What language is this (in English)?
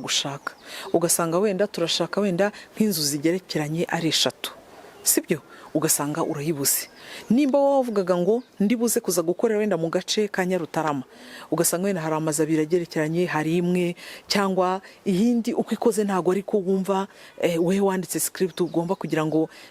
Kinyarwanda